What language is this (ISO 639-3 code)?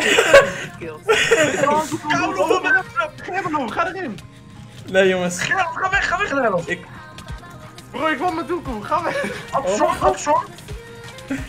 nld